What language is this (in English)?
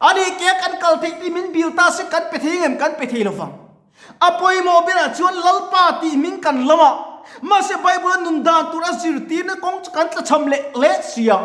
Mizo